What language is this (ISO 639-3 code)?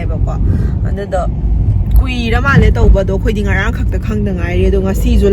mni